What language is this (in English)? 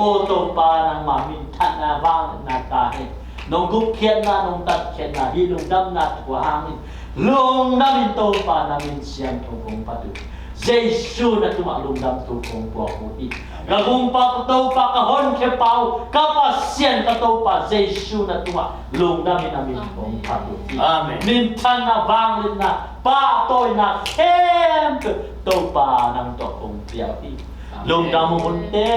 Tedim Chin